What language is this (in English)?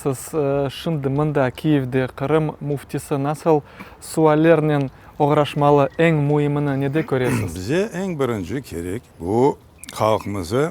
Crimean Tatar